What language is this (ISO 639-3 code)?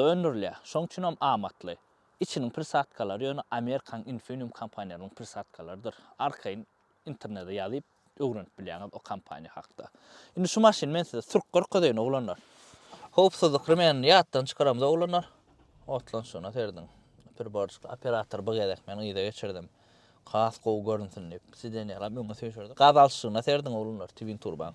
tuk